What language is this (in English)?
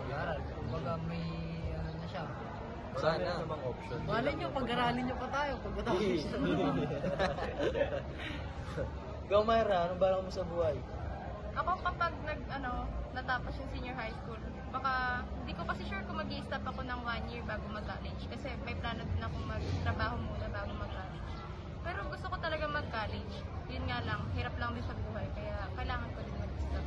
Filipino